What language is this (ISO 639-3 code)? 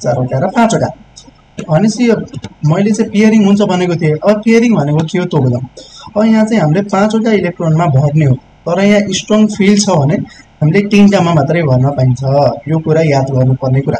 nep